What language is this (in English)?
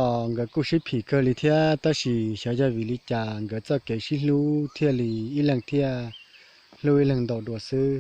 Hmong